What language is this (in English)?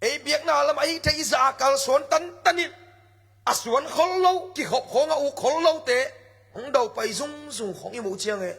Tedim Chin